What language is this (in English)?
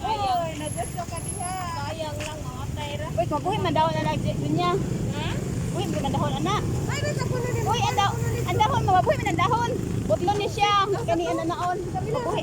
Cebuano